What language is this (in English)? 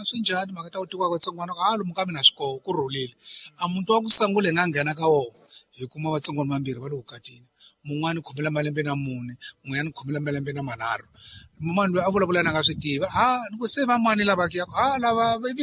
Tsonga